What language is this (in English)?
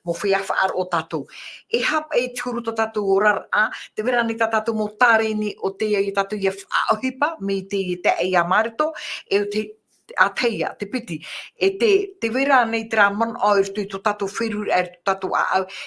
Tahitian